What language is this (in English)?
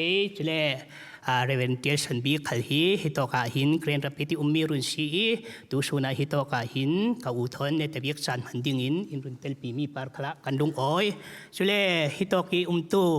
Falam Chin